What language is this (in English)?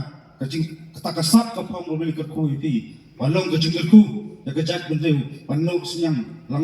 Khasi